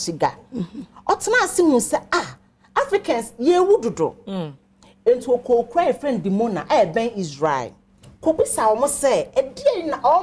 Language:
Akan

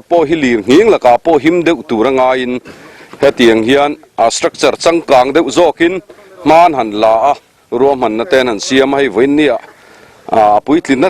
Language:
Mizo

